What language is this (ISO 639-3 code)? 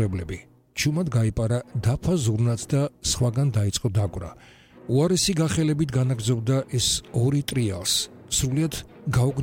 kat